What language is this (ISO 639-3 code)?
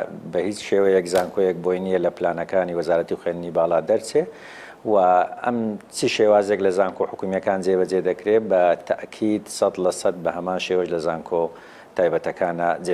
ckb